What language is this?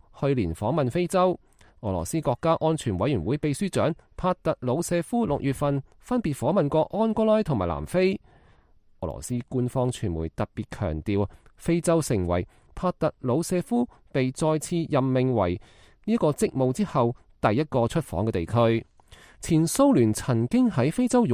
Cantonese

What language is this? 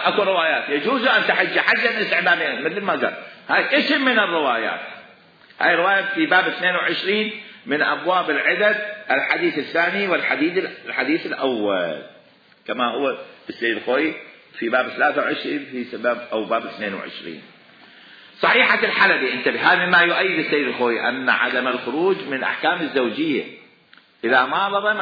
Mesopotamian Arabic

